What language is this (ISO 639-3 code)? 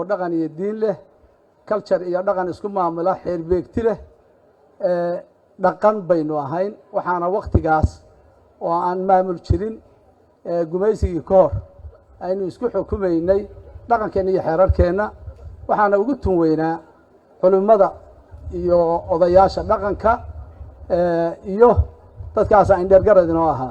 som